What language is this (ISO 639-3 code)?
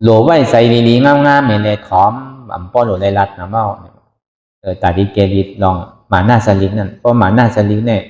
shn